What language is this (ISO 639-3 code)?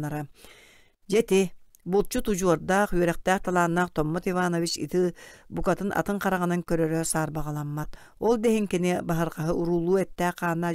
sah